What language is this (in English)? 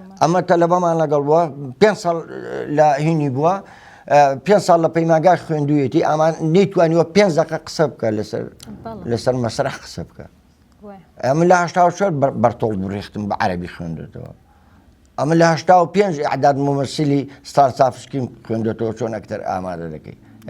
Central Kurdish